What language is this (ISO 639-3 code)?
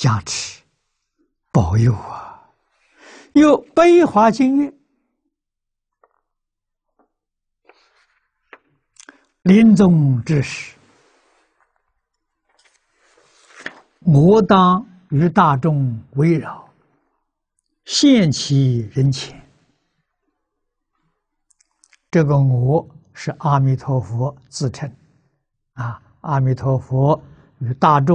zho